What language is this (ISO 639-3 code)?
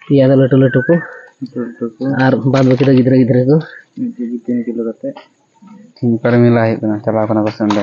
sat